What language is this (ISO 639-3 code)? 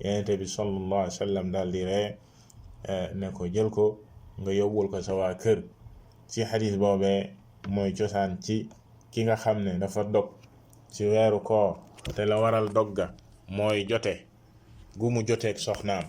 wol